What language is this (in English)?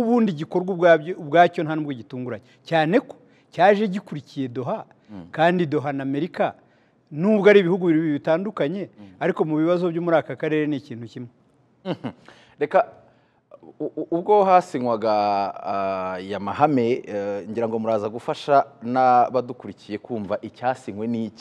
Kinyarwanda